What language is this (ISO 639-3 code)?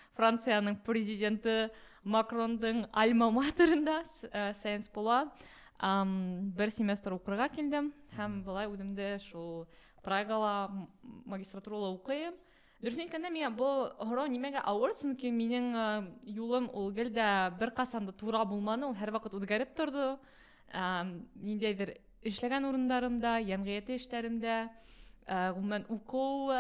bak